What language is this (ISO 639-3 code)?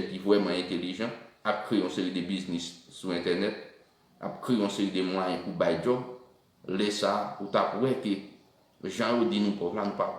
hat